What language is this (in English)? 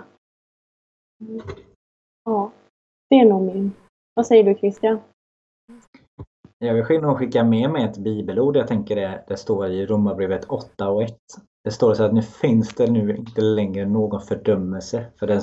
Swedish